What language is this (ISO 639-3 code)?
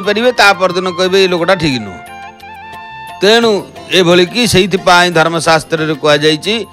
ori